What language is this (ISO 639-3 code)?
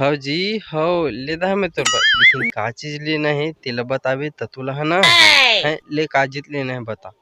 hne